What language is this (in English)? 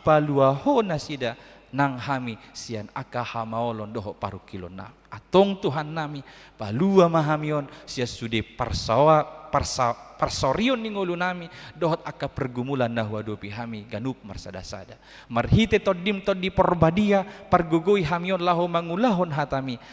Batak Toba